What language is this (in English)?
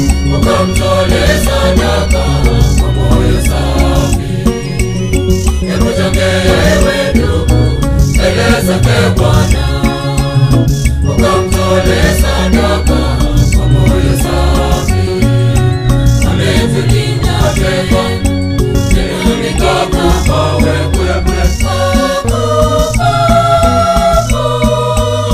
Swahili